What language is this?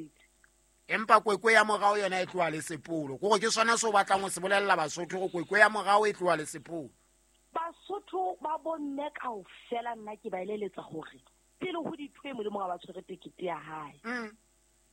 Southern Sotho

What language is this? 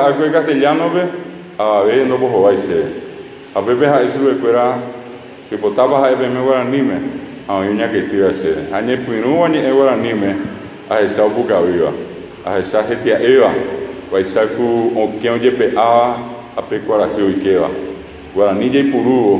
Guarani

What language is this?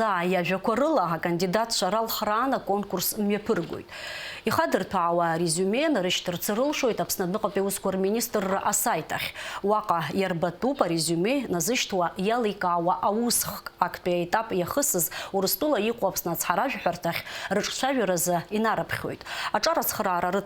Abkhazian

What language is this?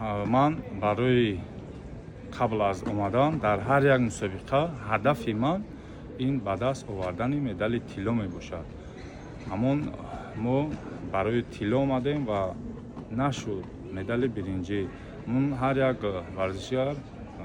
Tajik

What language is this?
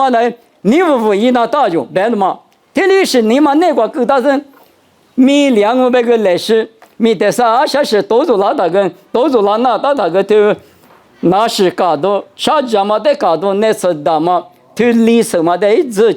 Lisu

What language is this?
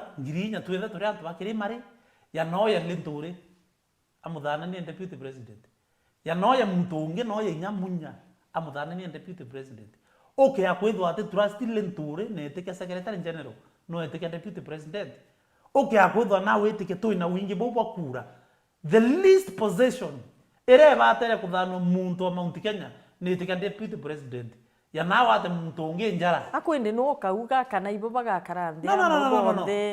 Meru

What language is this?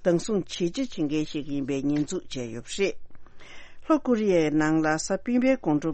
Tibetan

